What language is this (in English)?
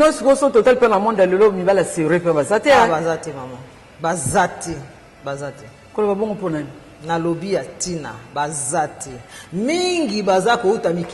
Lingala